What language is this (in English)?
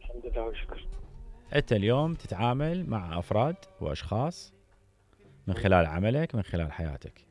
Mesopotamian Arabic